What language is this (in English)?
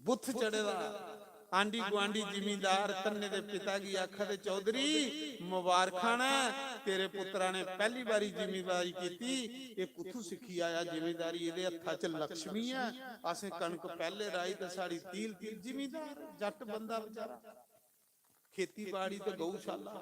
Dogri